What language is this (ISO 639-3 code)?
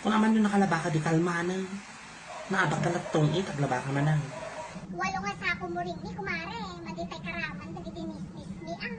ilo